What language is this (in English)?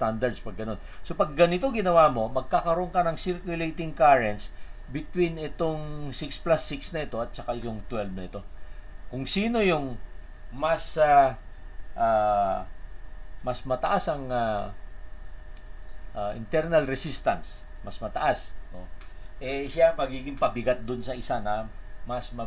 Filipino